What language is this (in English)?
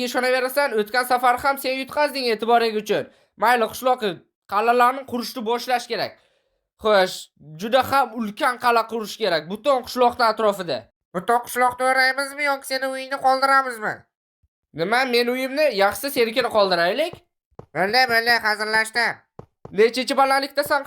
Uzbek